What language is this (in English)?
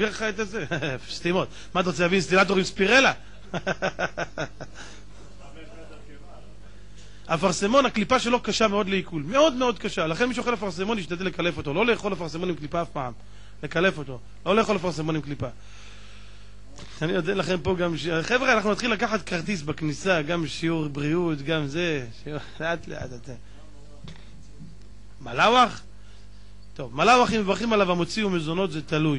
Hebrew